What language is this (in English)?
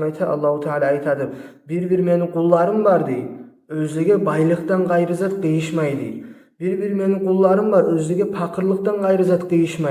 Kumyk